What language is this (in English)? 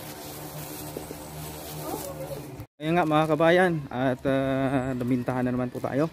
Filipino